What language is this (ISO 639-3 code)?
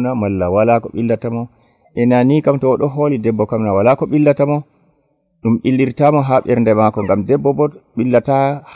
fuv